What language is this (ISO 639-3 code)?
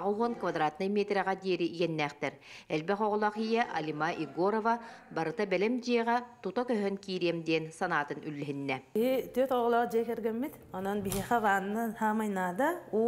sah